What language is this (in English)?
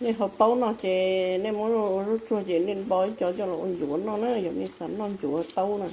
Hmong